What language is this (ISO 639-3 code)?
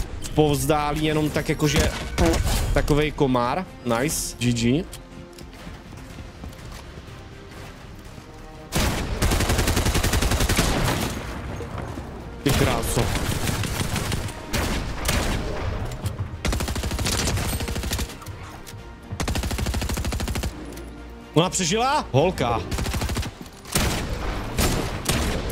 ces